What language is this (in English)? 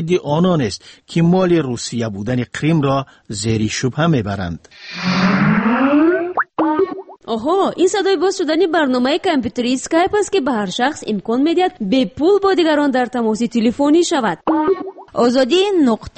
Persian